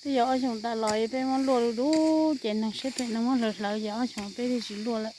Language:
Hmong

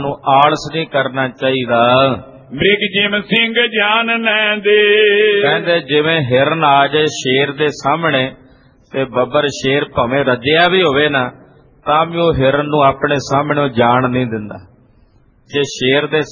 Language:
Punjabi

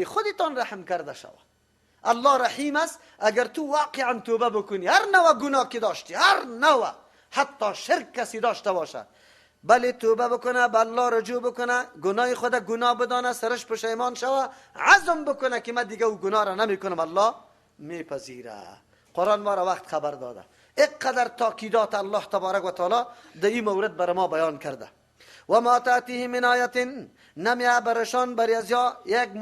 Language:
Persian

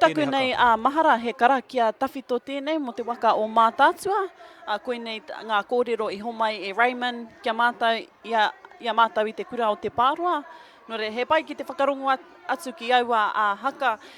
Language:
Māori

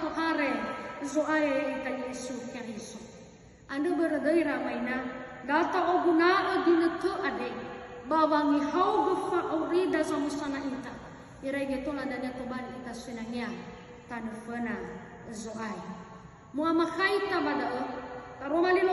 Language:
Nias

